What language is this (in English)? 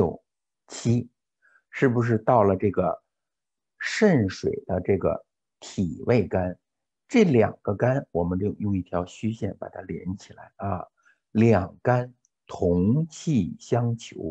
Chinese